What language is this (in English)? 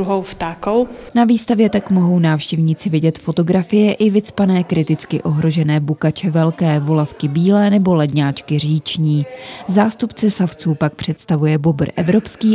Czech